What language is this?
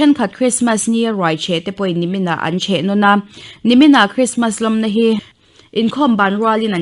Mizo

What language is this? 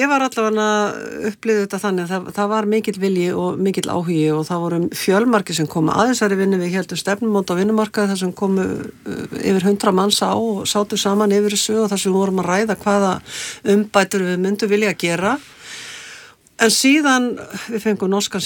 Icelandic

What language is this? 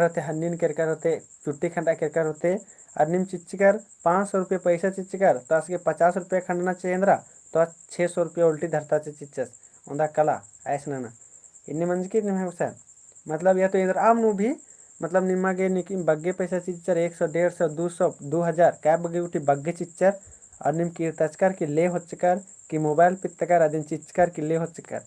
Kurukh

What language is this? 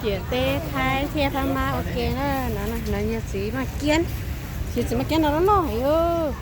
Hmong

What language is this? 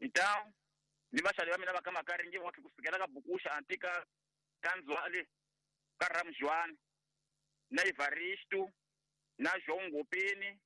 Tsonga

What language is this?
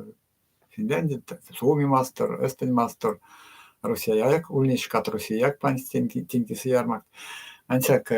Erzya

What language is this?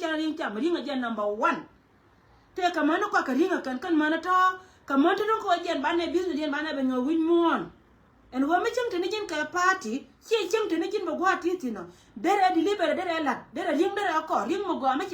Nuer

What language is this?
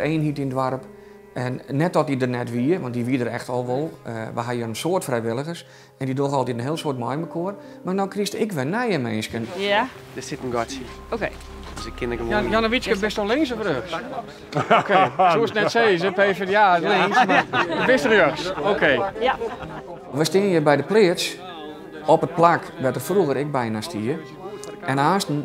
Western Frisian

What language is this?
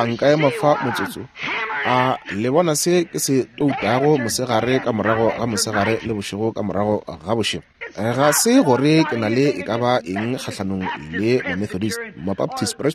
Northern Sotho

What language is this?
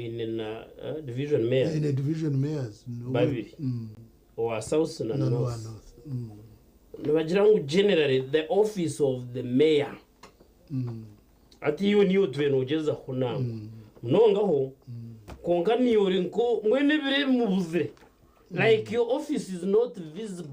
Nyankole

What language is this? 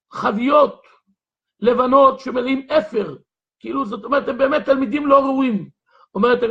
Hebrew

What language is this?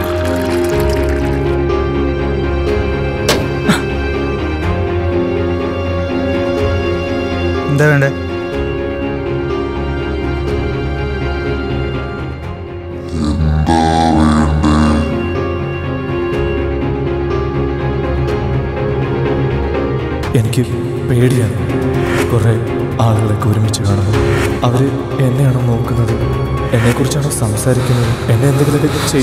Malayalam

